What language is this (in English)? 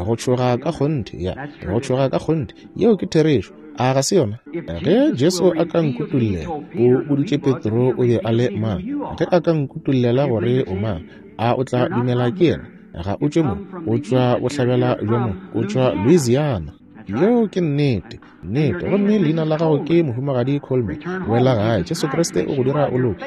Northern Sotho